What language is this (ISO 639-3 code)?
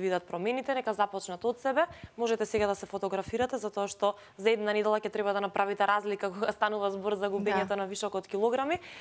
mkd